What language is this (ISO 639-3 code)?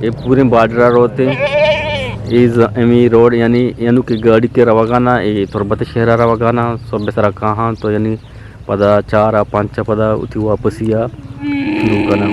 bgp